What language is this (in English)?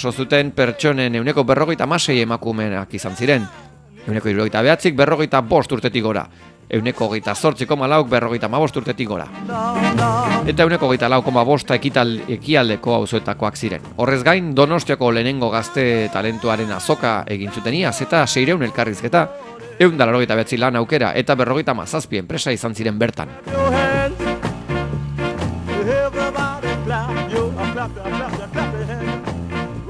Basque